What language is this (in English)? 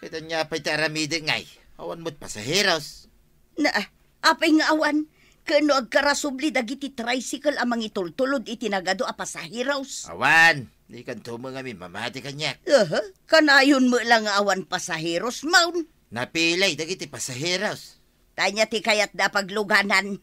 Iloko